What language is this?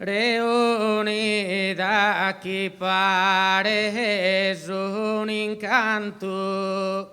Sardinian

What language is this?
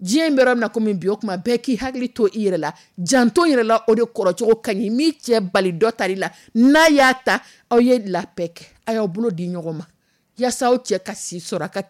Dyula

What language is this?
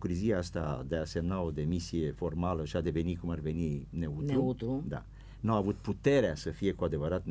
Romanian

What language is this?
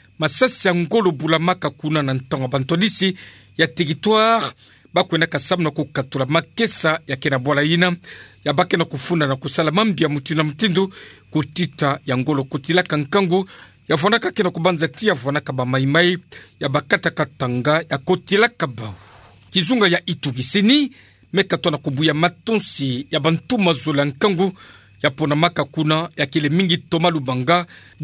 Kituba (Democratic Republic of Congo)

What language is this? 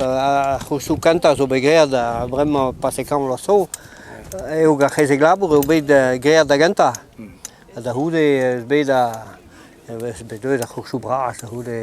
Breton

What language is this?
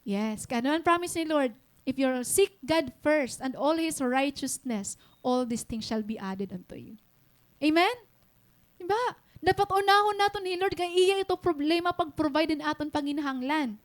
Waray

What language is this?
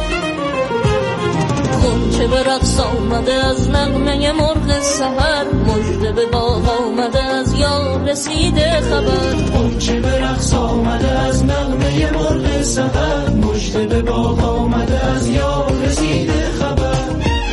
Persian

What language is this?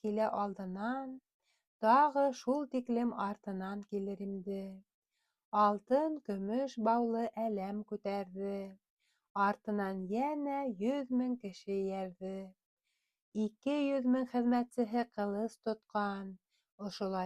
Bashkir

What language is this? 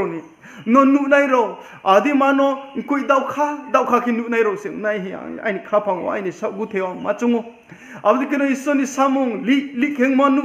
Riang (India)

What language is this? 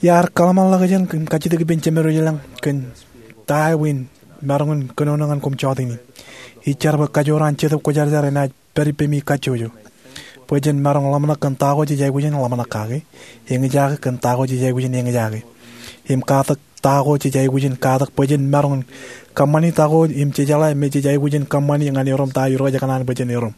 Marshallese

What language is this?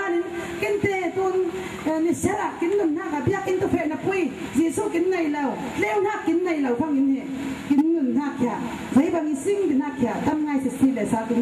Falam Chin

